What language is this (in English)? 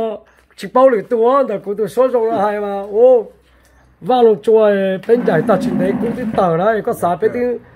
Hmong